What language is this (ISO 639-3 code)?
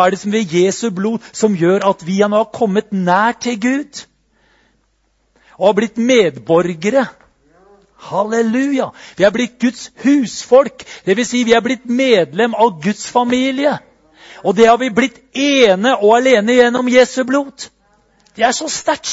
nor